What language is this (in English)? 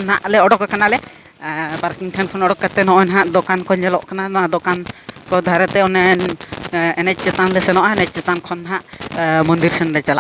Santali